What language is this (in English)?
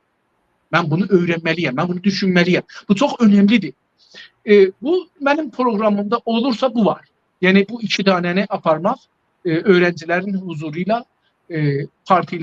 South Azerbaijani